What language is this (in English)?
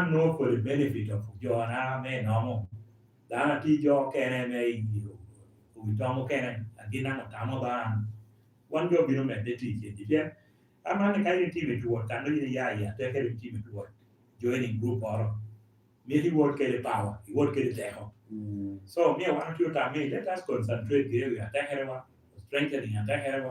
Lango (Uganda)